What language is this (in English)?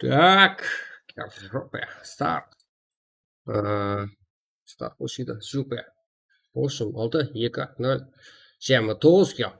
Kara-Kalpak